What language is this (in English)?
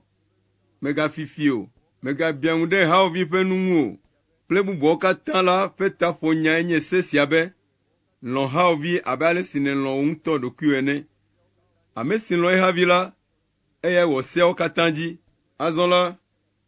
Ewe